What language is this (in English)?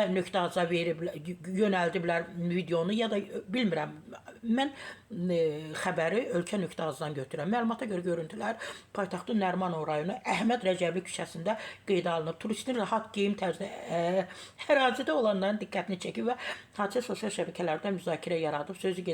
Azerbaijani